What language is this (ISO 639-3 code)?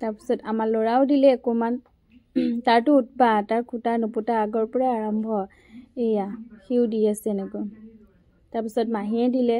asm